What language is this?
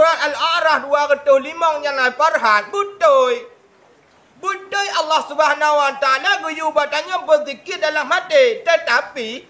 Achinese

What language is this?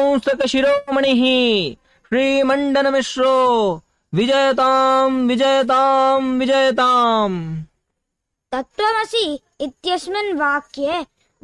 Sanskrit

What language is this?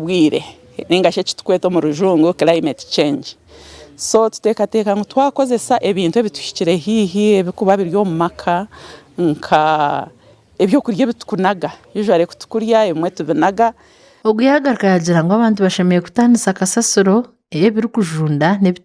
Nyankole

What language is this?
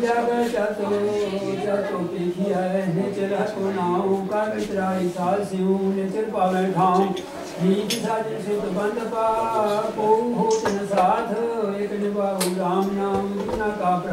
Punjabi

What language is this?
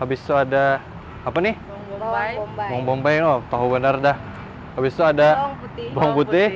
Banjar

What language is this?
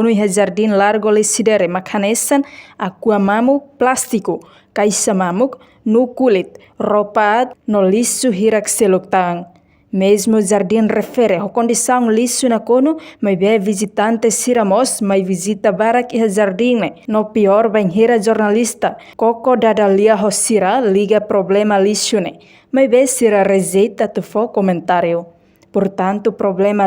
Tetum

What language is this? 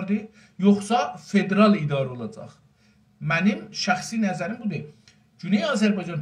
South Azerbaijani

